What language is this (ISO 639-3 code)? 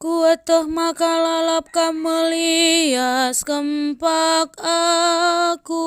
btx